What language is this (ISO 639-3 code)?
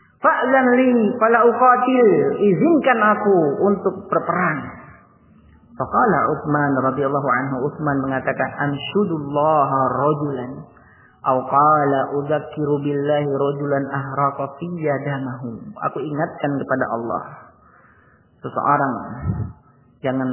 ind